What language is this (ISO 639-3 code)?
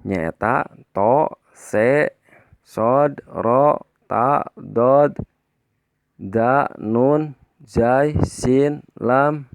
sun